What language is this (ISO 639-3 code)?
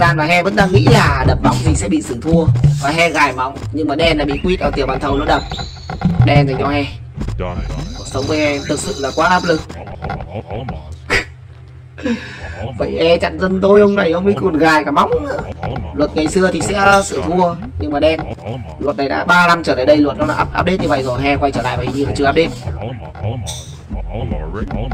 vie